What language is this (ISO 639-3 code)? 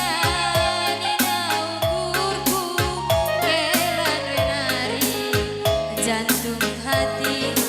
btx